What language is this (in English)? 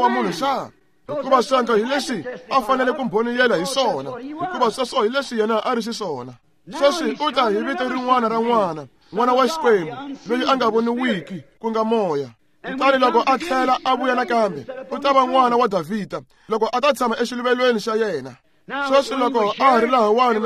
Tsonga